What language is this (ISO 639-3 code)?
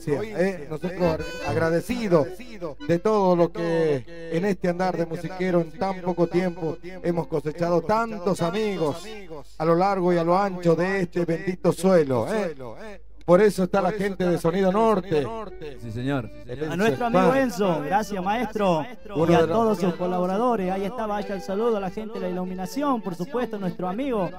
spa